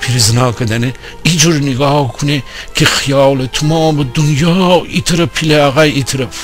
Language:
Gilaki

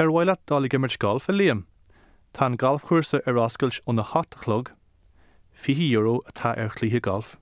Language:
Irish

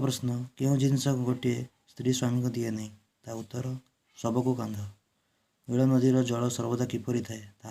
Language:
Odia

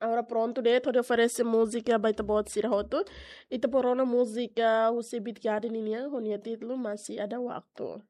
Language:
Tetum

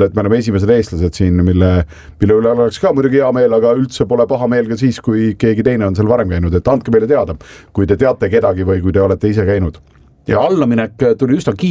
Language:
Estonian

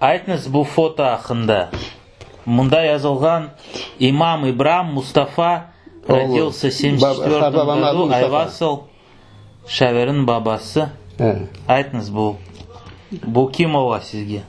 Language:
Crimean Tatar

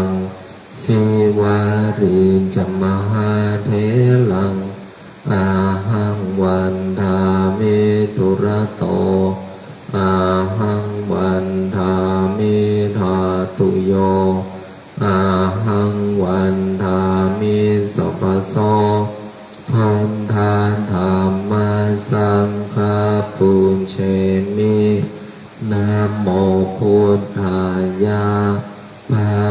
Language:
Pali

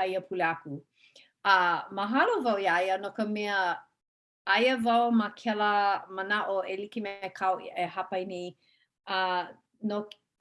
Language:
Hawaiian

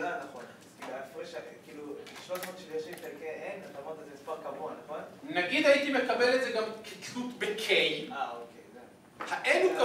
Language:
Hebrew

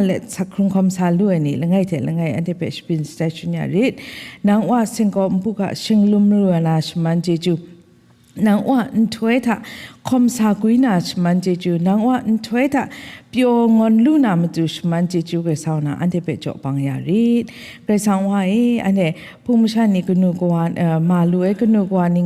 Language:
Kachin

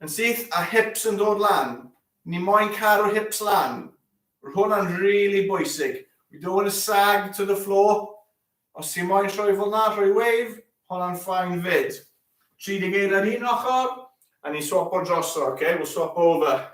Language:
Welsh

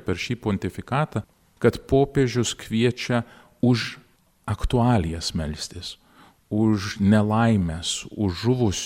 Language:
Lithuanian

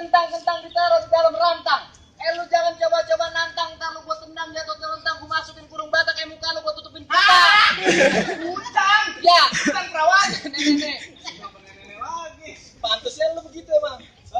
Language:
Betawi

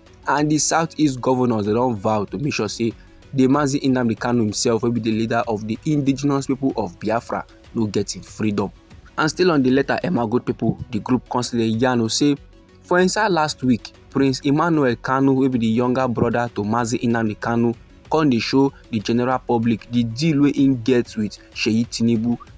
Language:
Nigerian Pidgin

